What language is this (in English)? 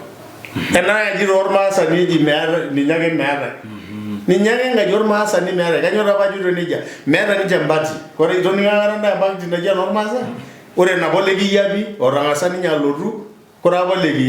Masai